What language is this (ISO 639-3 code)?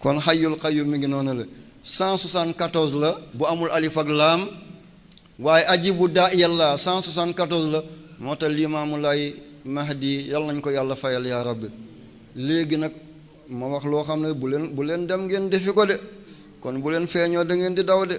wol